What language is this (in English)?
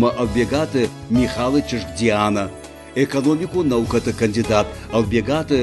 Ossetic